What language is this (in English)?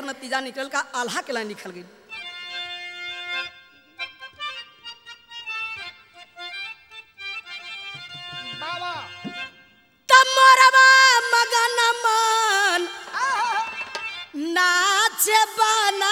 Bhojpuri